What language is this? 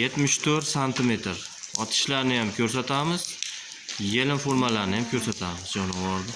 Uzbek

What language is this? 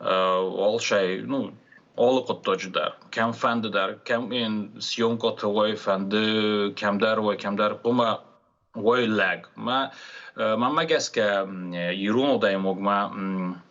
Ossetic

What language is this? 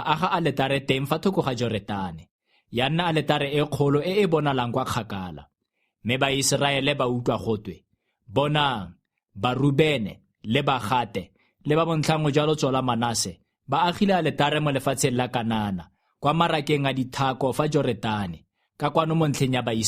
Tswana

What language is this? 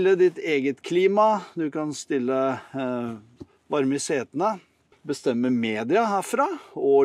Norwegian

